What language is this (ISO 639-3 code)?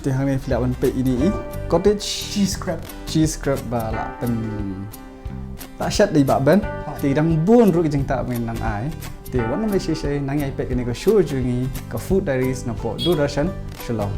kha